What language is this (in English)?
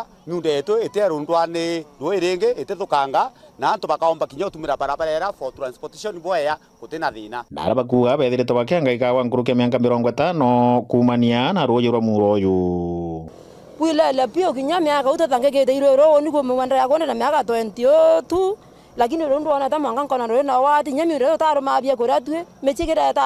Meru